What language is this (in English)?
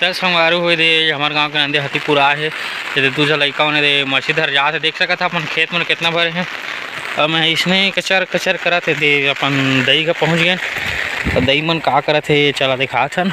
Chhattisgarhi